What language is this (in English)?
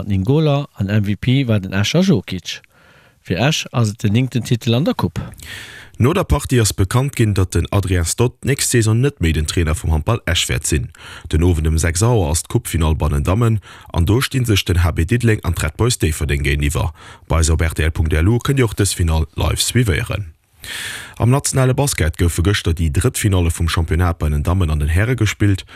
Luxembourgish